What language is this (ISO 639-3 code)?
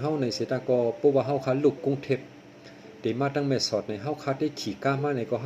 shn